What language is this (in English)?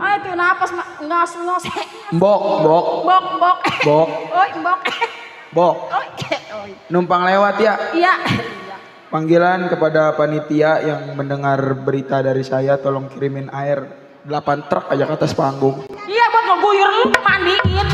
Betawi